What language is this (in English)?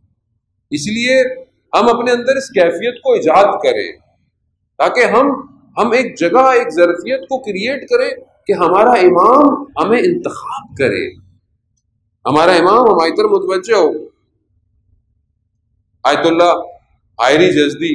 Urdu